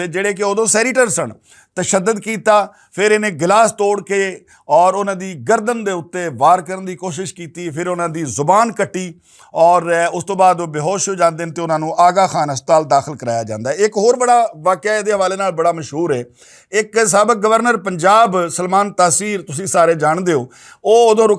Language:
Western Panjabi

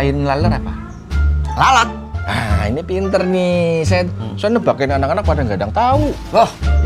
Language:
Betawi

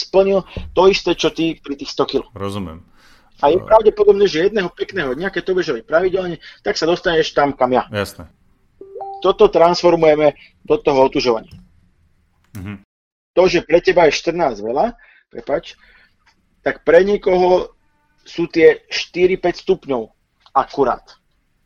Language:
Slovak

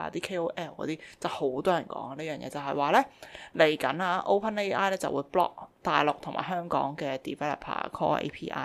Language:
Cantonese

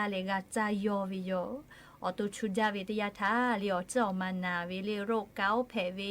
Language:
Lahu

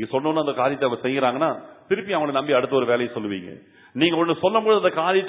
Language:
Tamil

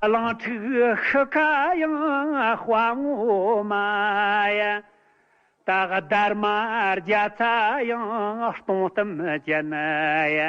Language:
Tibetan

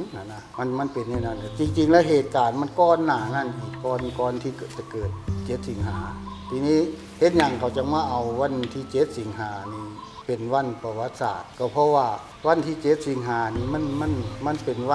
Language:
Northeastern Thai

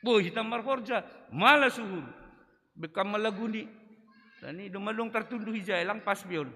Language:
Batak Simalungun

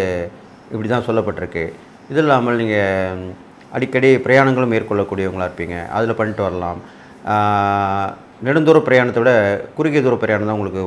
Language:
Tamil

